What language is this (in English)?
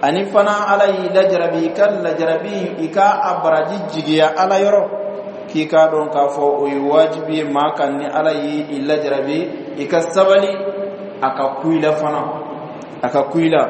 Bambara